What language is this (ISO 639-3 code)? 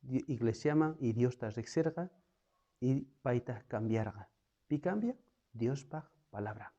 quh